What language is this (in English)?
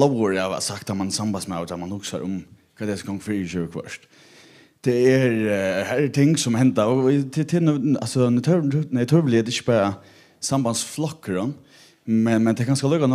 Faroese